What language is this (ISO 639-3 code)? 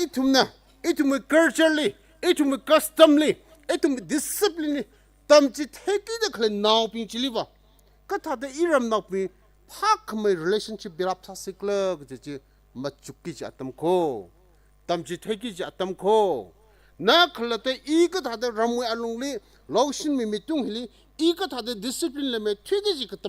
nmf